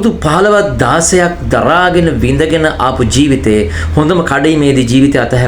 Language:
Sinhala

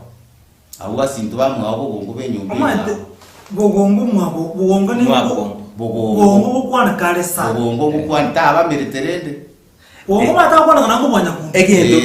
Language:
Gusii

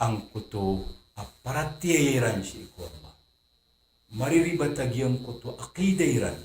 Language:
Maranao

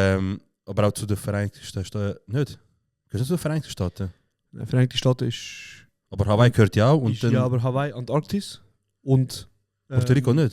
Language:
Swiss German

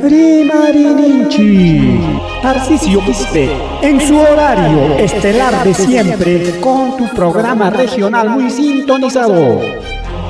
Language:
Ayacucho Quechua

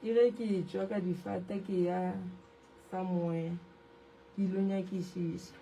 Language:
Northern Sotho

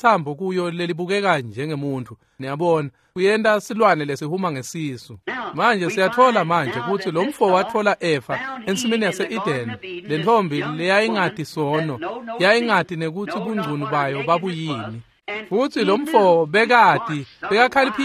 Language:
Swati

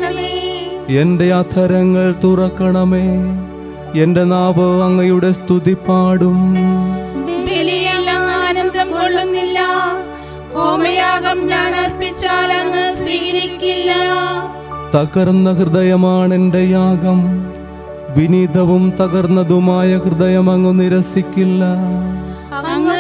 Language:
Malayalam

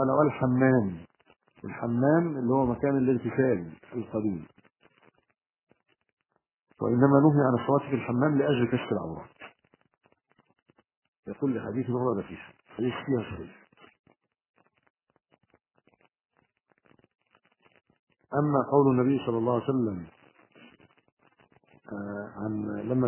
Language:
Arabic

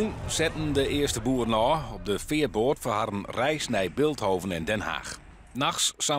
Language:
Western Frisian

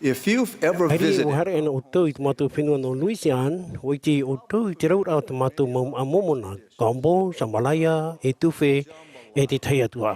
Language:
Tahitian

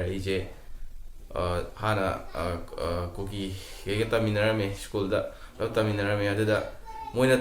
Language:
Manipuri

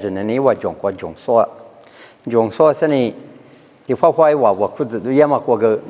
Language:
Lisu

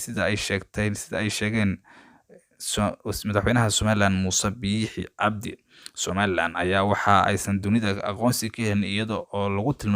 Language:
Somali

